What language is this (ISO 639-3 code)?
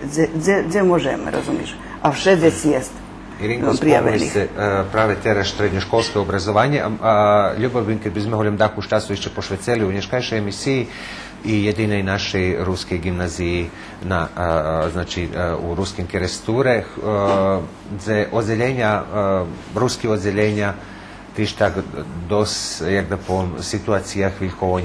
rue